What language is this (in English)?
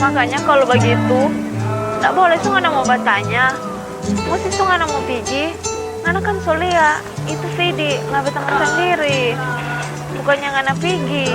Manado Malay